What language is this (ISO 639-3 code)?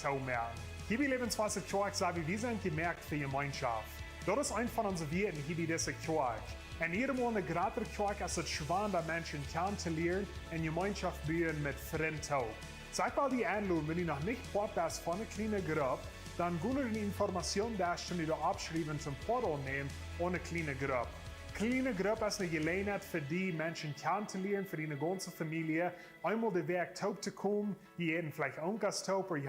pdt